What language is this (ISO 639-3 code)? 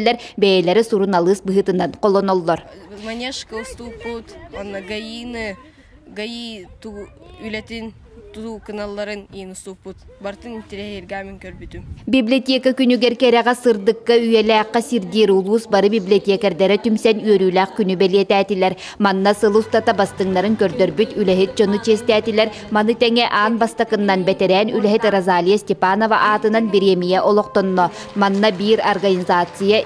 sah